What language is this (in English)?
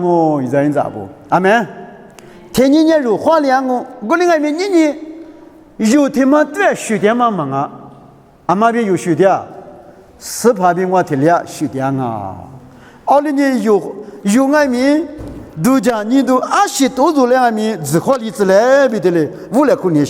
Lisu